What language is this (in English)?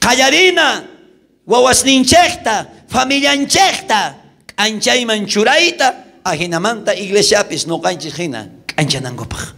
South Bolivian Quechua